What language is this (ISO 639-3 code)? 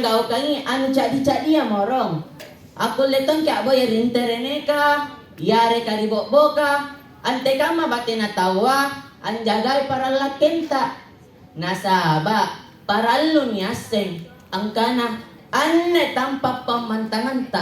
mak